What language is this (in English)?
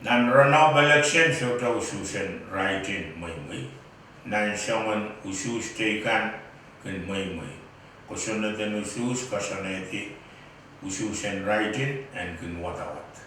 Pohnpeian